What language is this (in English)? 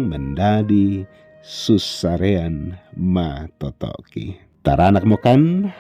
Toraja-Sa'dan